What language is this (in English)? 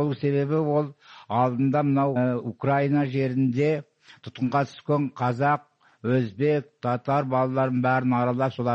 Kazakh